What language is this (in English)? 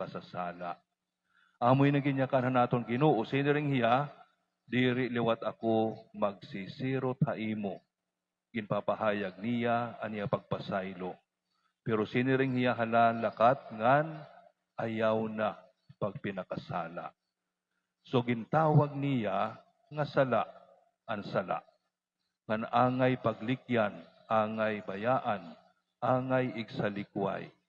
Waray